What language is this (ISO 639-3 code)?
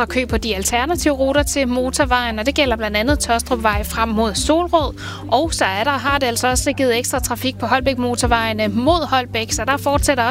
dan